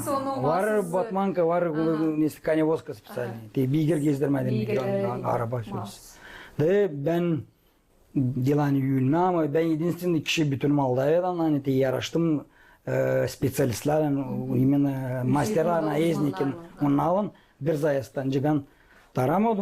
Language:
Gagauz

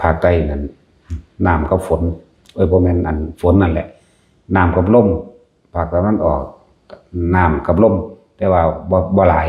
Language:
Northeastern Thai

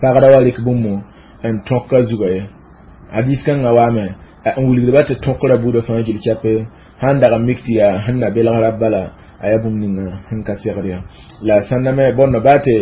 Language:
Mossi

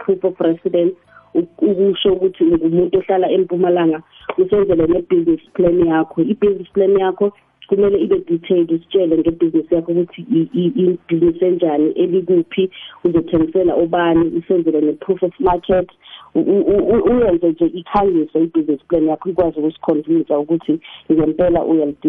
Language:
South Ndebele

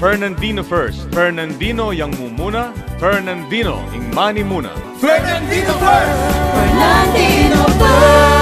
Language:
Pampanga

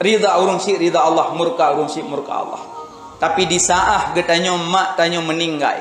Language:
Achinese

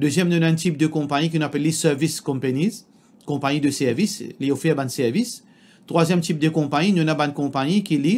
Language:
Morisyen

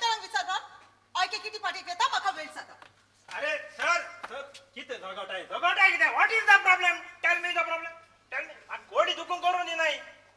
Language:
Konkani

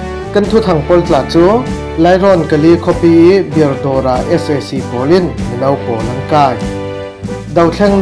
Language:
Falam Chin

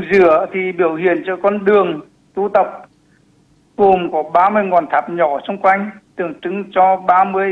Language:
Vietnamese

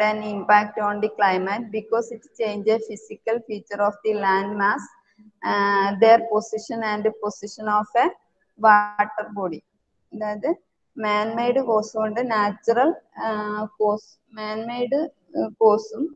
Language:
Malayalam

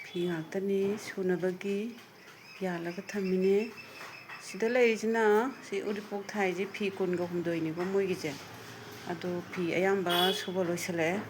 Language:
Manipuri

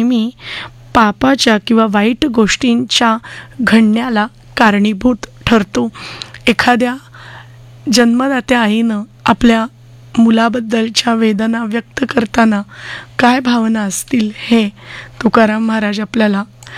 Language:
Marathi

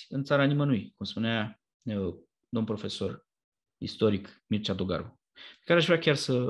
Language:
Romanian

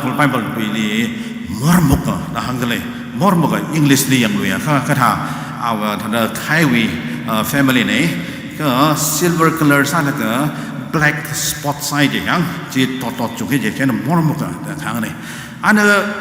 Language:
Tangkhul Naga (India)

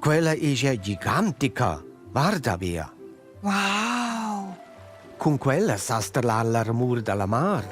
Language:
Romansh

